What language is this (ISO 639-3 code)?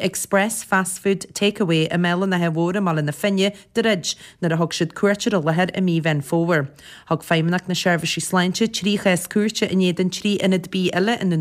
gle